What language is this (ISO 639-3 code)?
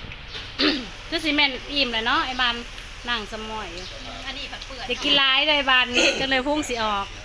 lao